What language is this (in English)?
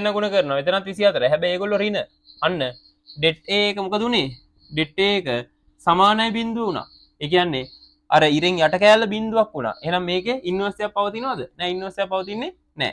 Sinhala